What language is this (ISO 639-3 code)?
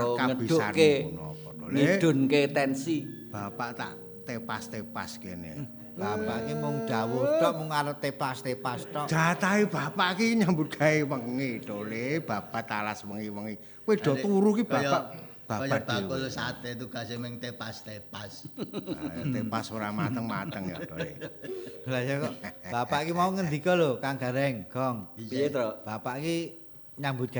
jav